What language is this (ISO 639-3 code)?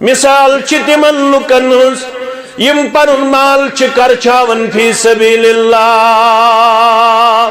kas